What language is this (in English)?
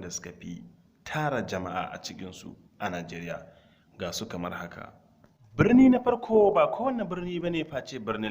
Hausa